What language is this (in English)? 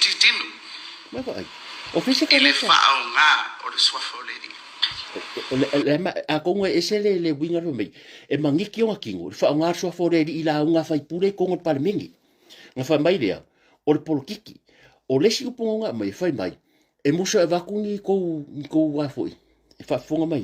Samoan